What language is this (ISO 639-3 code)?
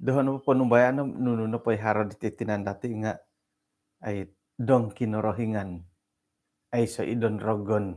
dtp